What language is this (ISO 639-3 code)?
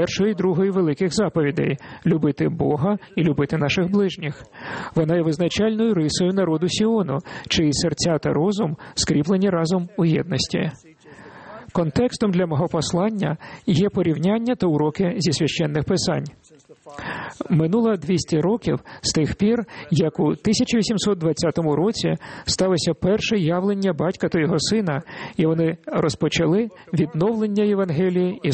ukr